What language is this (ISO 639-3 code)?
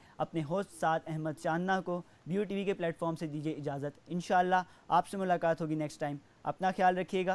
urd